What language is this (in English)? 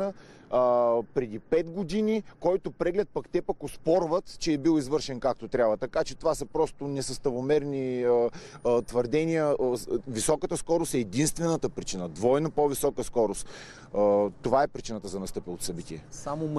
Bulgarian